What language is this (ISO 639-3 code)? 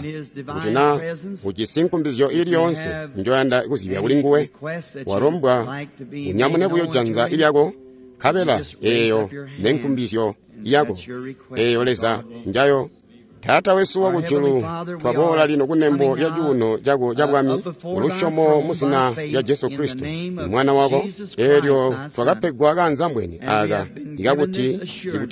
toi